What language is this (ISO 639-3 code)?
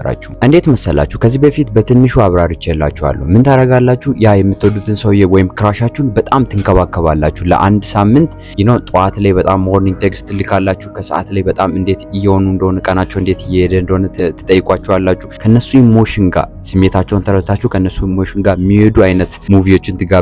amh